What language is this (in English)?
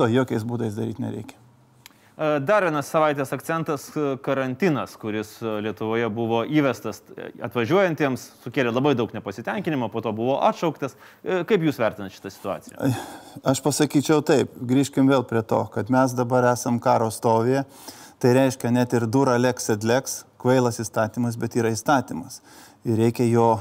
Lithuanian